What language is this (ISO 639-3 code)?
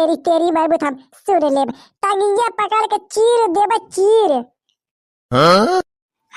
bho